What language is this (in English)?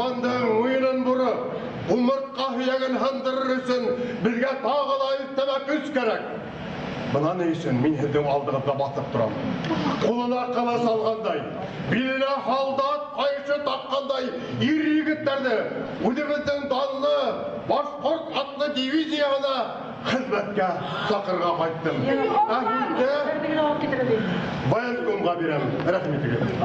Bashkir